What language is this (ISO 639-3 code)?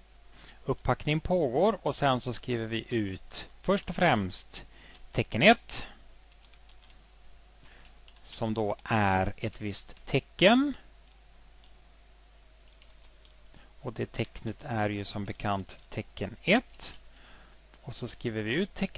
swe